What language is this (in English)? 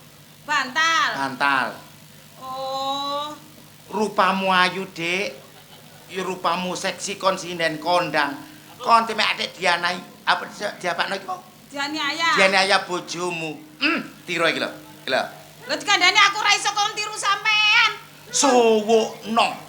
Javanese